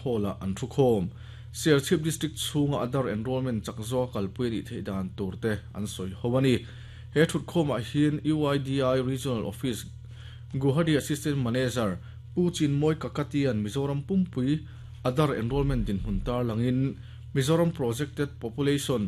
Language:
Mizo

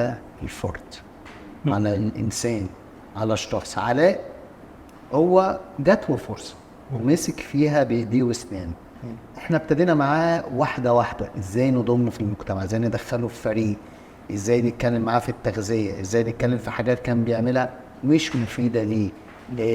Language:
Egyptian Arabic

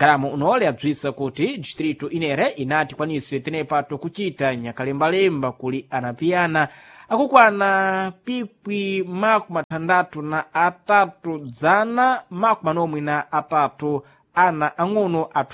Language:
Sena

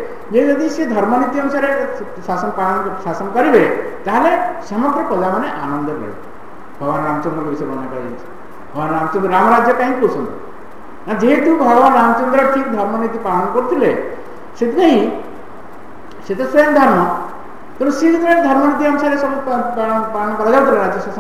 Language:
Odia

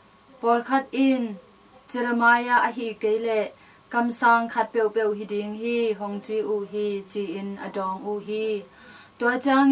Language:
Tedim Chin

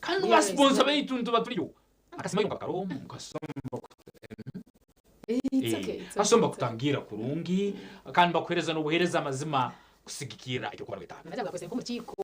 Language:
Nyankole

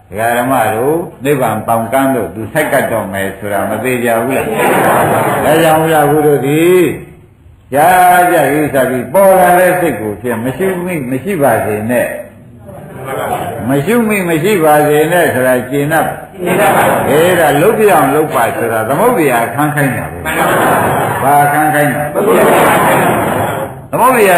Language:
Burmese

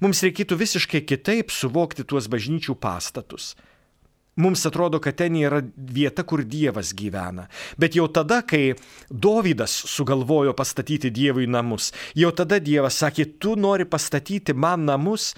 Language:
Lithuanian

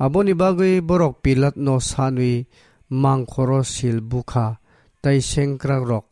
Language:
Kok Borok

